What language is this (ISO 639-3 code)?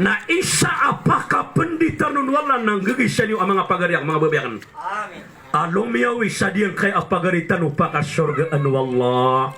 mrw